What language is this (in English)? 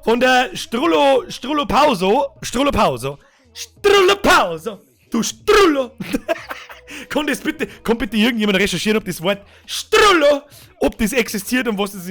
Bavarian